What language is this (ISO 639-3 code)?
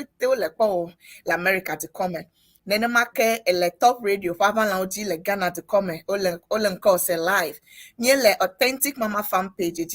ewe